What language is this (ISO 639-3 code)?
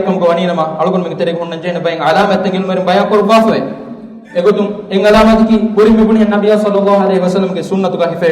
div